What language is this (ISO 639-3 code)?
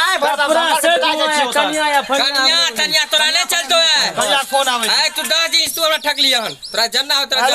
mai